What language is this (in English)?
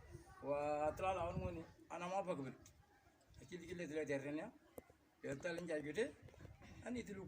Moro